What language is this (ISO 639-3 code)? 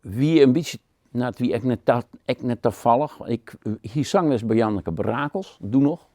fry